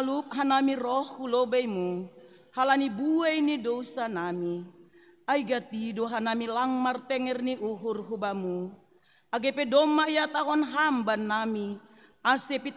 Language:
Batak Simalungun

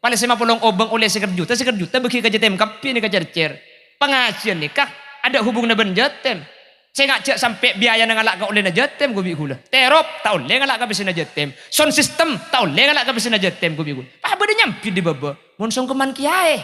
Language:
Madurese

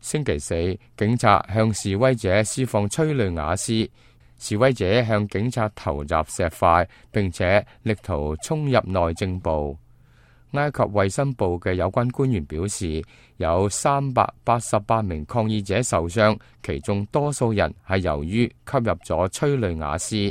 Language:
Cantonese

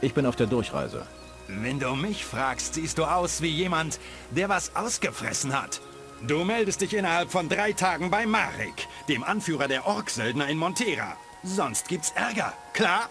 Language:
Bavarian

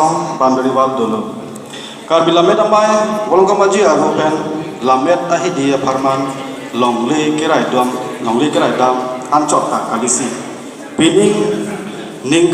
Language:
Karbi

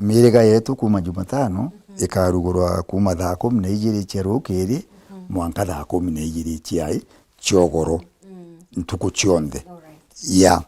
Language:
Meru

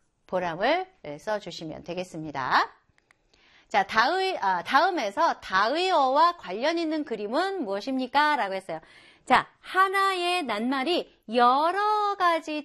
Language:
Korean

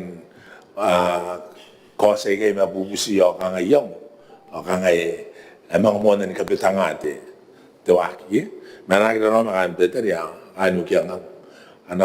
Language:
Gilbertese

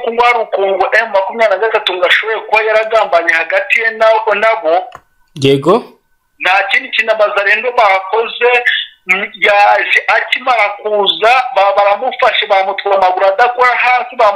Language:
Kinyarwanda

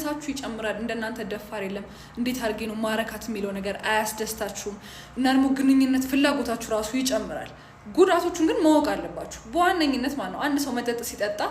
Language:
Amharic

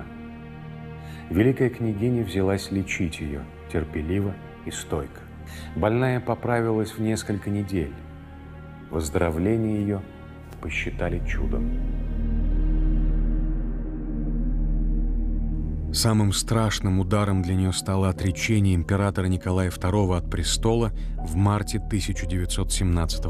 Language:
Russian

